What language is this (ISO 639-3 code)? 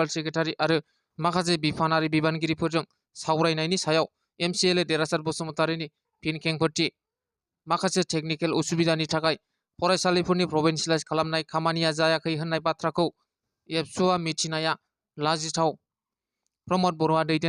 brx